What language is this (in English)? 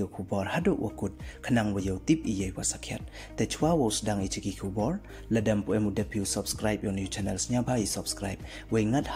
Pnar